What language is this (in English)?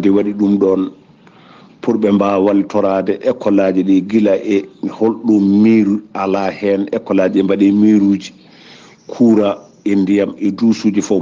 Fula